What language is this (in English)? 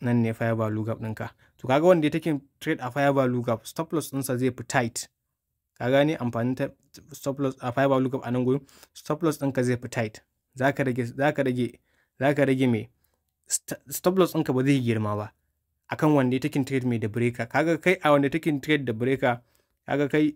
Hausa